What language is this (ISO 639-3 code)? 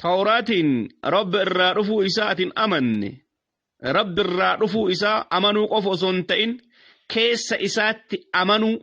orm